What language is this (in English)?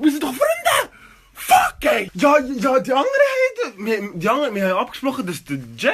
Swiss German